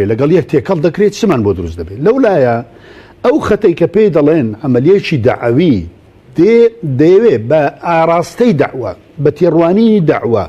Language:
Central Kurdish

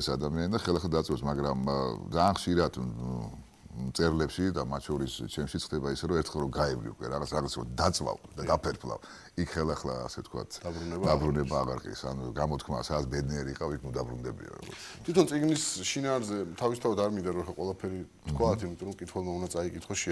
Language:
Georgian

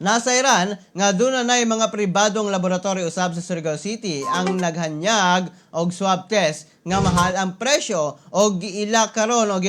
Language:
Cebuano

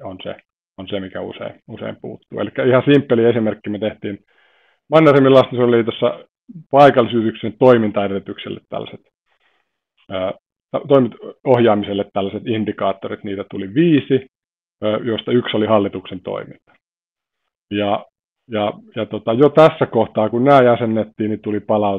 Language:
Finnish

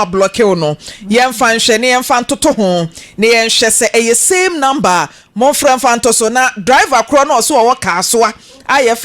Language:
Akan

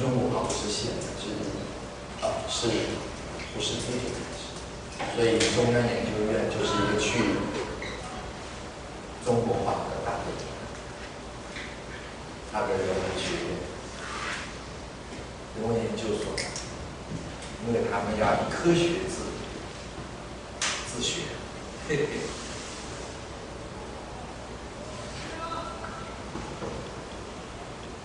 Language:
Chinese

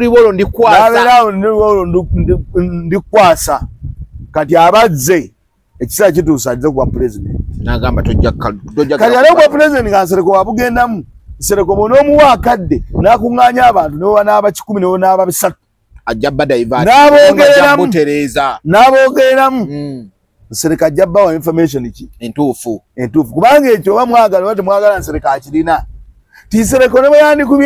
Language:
Ganda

